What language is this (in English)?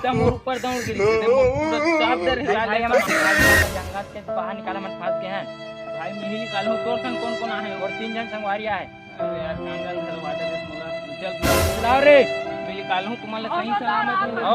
Chhattisgarhi